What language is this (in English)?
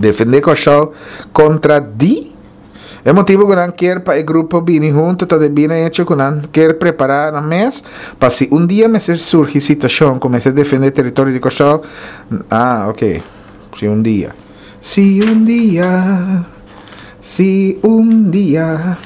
Papiamento